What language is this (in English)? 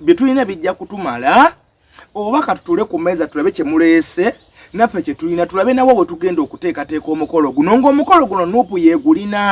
Ganda